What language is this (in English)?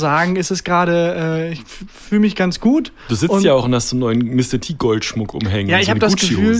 German